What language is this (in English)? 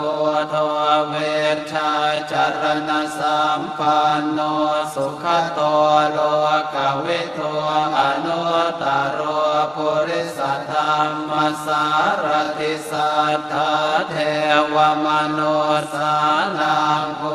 Pali